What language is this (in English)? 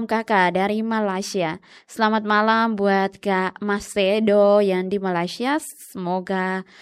Tetum